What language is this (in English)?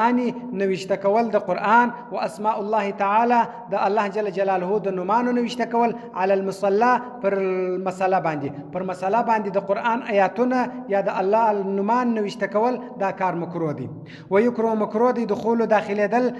Pashto